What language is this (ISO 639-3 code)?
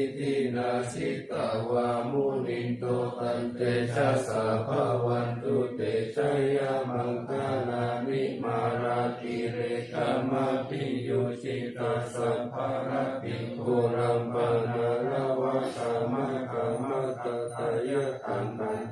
pli